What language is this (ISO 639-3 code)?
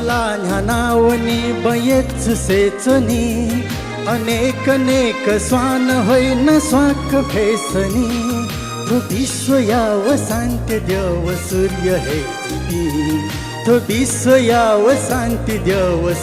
new